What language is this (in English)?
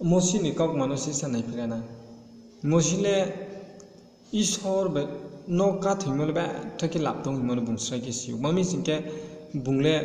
Riang (India)